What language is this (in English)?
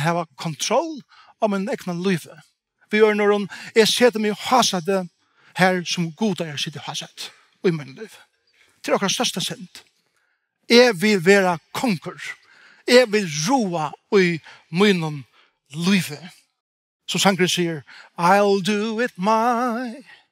Faroese